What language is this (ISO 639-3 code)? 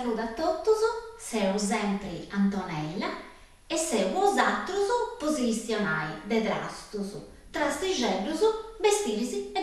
srd